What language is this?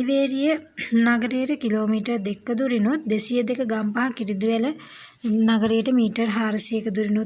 Sinhala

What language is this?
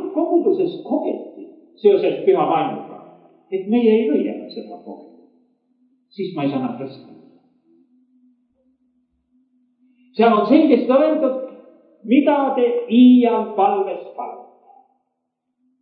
Estonian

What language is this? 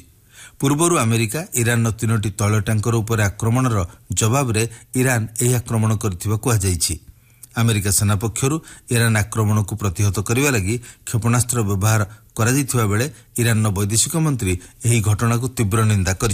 Odia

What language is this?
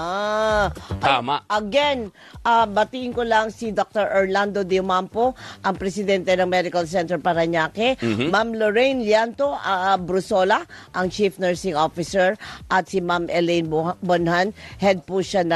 Filipino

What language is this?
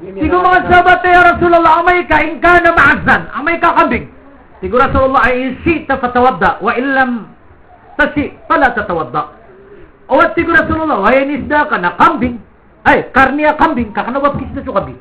Maranao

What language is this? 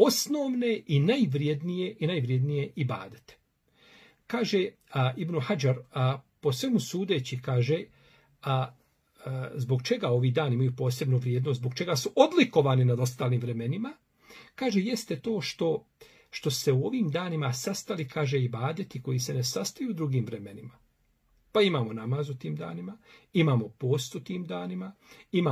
Bosnian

